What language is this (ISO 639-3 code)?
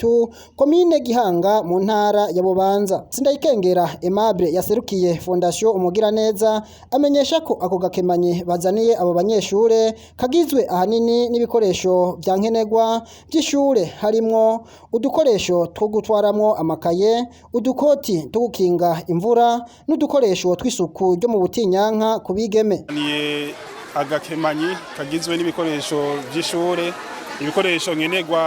run